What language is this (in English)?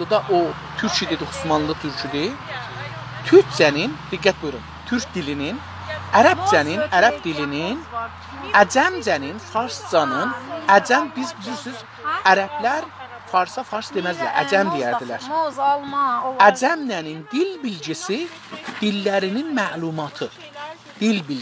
South Azerbaijani